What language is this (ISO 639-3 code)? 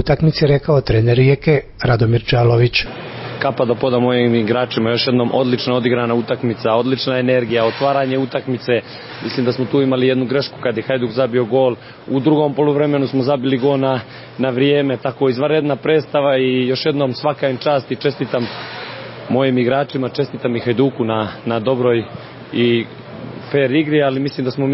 hrv